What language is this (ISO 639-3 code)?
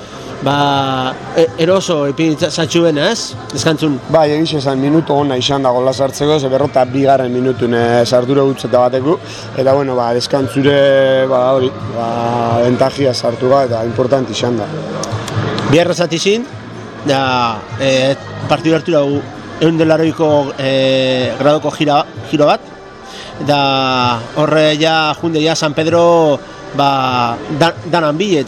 eus